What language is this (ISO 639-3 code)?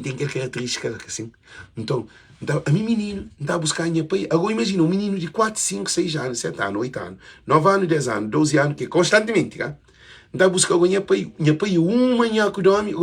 kea